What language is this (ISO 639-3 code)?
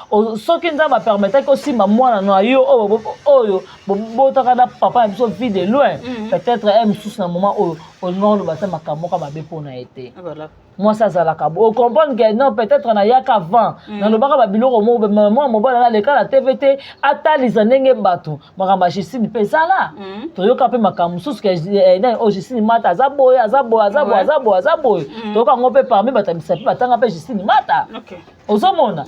lin